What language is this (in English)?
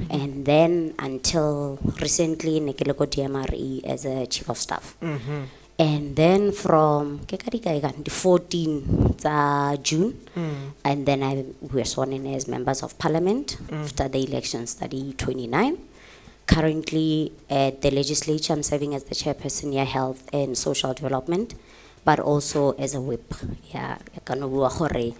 Tswana